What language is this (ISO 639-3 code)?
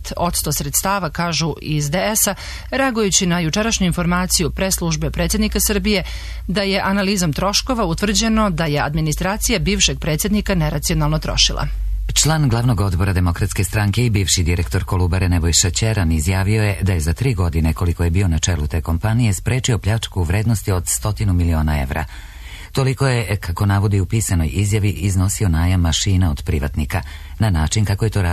srp